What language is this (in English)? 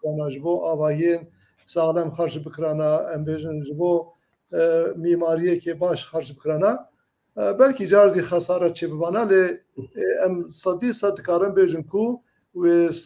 Kurdish